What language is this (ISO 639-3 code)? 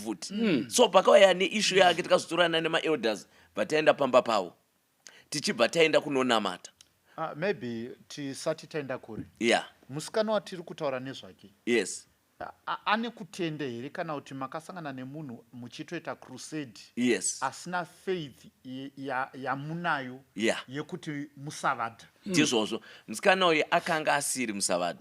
sna